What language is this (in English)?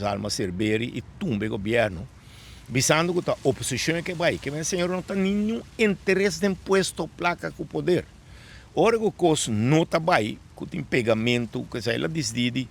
Papiamento